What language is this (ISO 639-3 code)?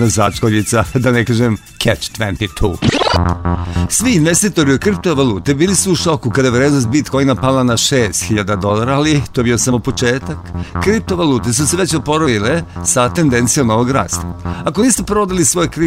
srp